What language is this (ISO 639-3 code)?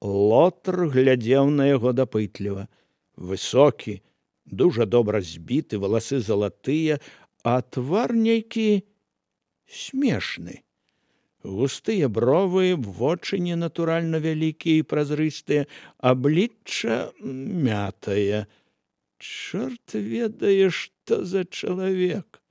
bel